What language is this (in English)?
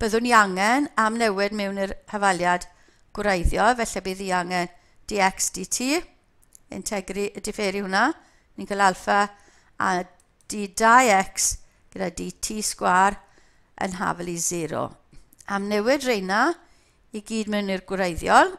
Welsh